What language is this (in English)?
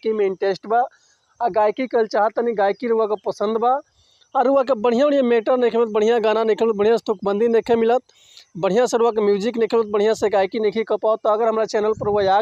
Bhojpuri